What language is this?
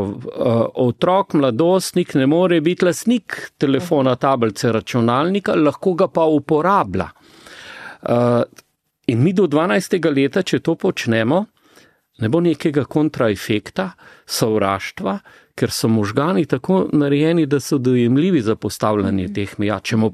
Slovenian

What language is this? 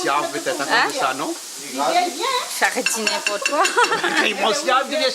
Réunion Creole French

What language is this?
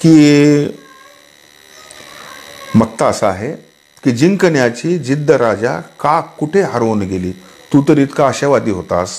Marathi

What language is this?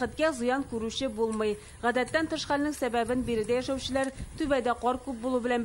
Tatar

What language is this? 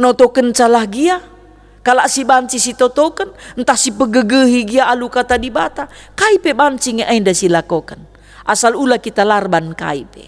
Batak Karo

